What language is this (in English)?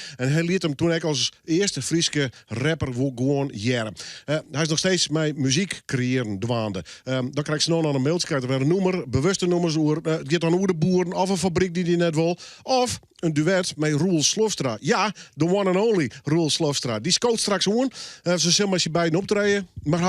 Western Frisian